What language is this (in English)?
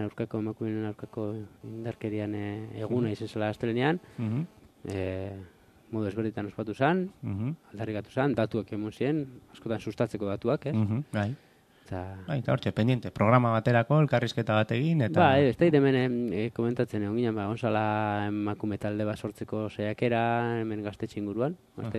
Basque